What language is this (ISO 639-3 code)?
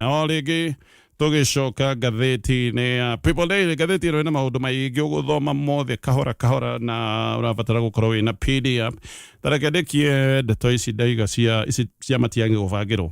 kik